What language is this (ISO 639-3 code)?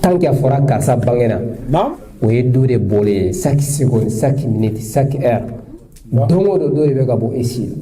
bam